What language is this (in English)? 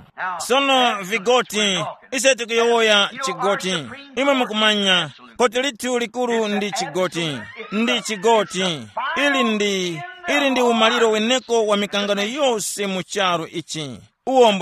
Tumbuka